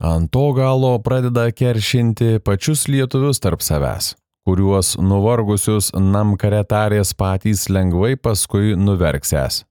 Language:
Lithuanian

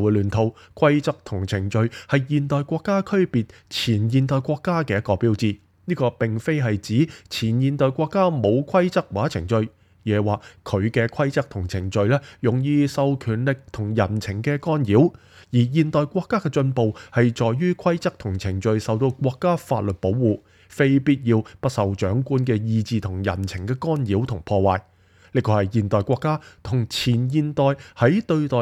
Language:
Cantonese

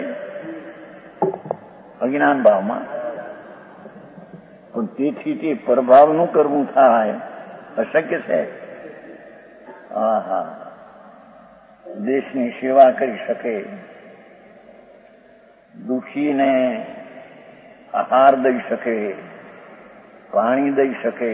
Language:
Gujarati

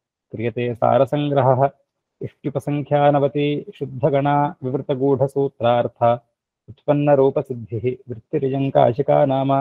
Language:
Sanskrit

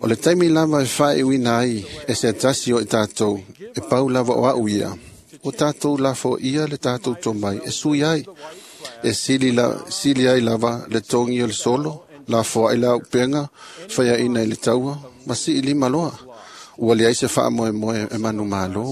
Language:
Samoan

